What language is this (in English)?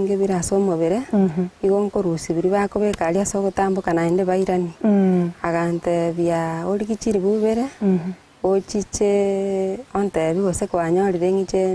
Gusii